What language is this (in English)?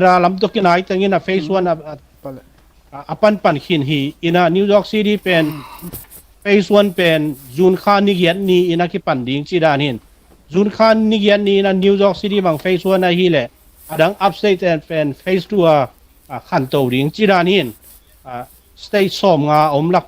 Tedim Chin